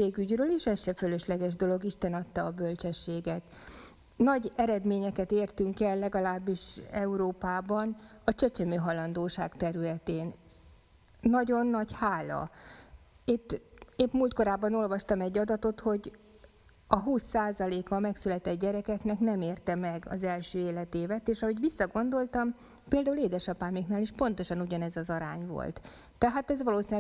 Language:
Hungarian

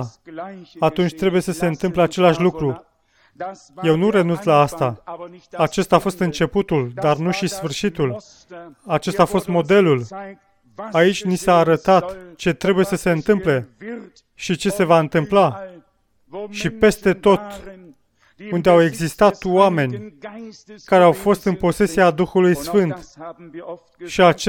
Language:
Romanian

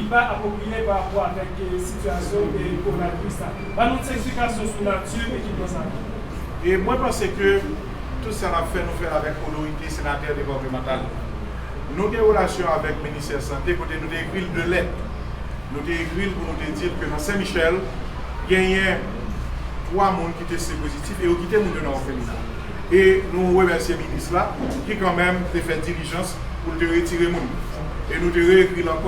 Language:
Haitian Creole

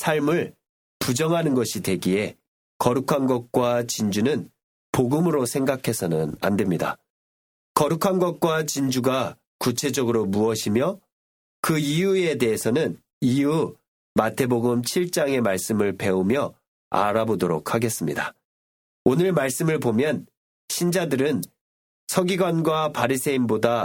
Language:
Korean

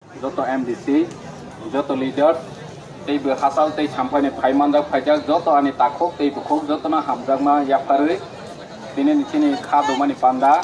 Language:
Riang (India)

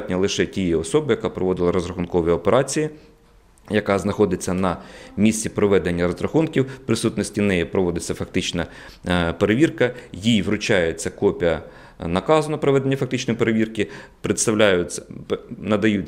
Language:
Ukrainian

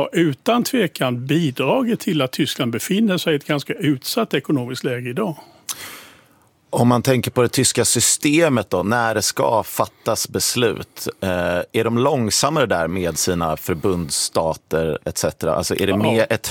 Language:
Swedish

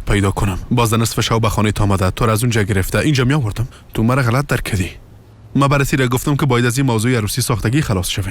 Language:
Persian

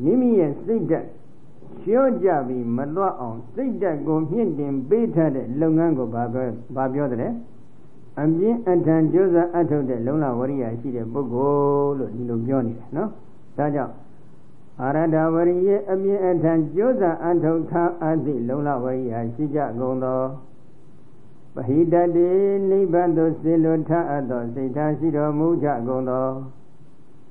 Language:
Burmese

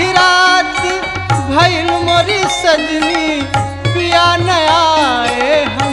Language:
Bhojpuri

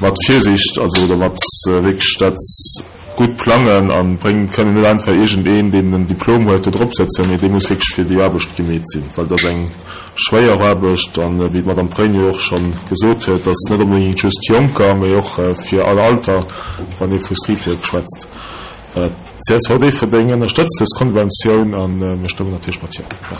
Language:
Luxembourgish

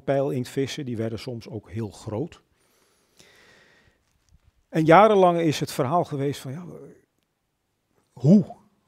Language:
Dutch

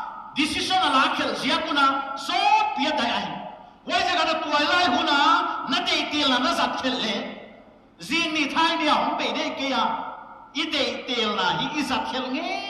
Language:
Paite Chin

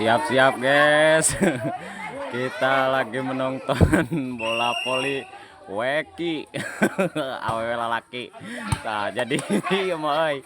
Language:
Sundanese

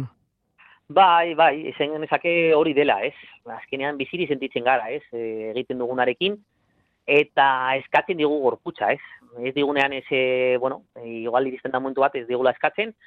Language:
Basque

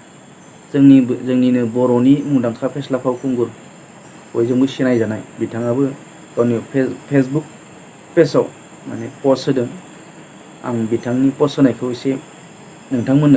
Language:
Bodo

